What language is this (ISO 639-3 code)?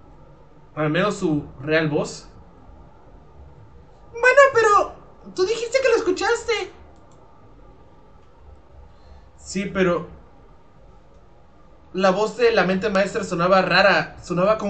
spa